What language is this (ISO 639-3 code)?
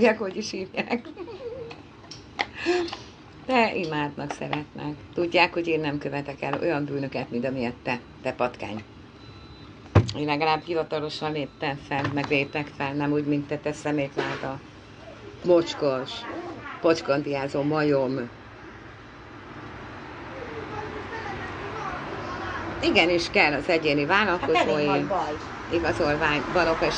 hun